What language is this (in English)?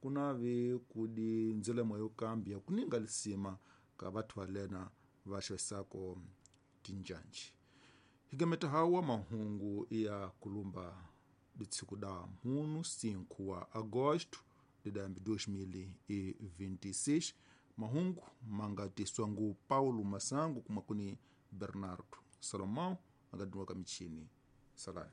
Tsonga